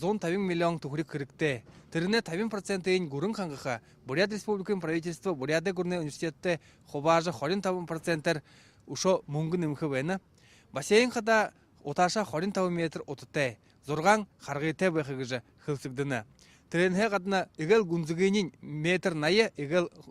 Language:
Buriat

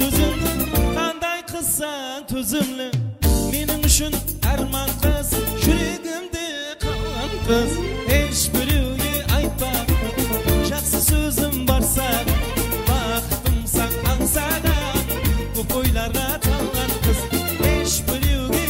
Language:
Kara-Kalpak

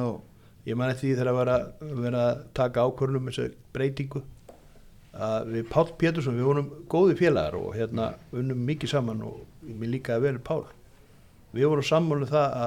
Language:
Icelandic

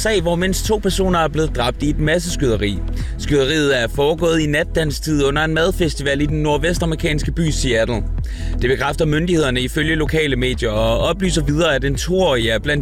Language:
Danish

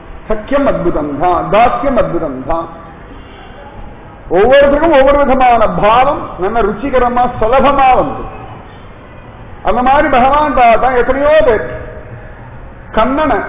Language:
Tamil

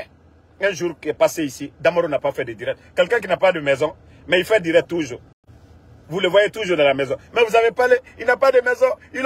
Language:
French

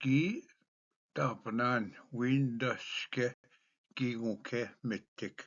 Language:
Ojibwa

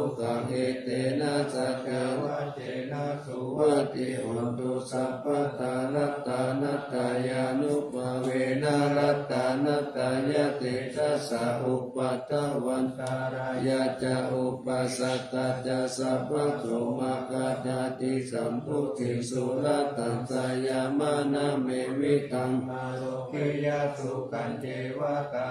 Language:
Pali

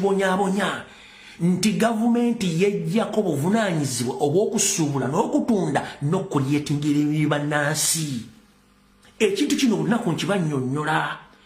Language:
Ganda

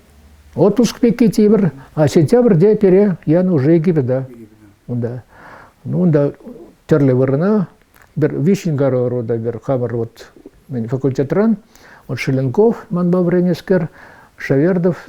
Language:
Chuvash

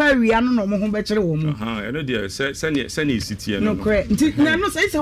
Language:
Akan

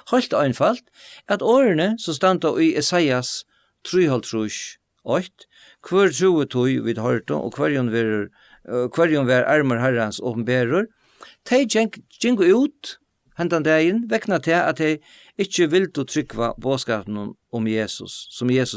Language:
Faroese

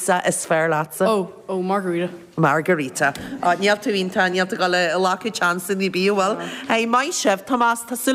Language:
Irish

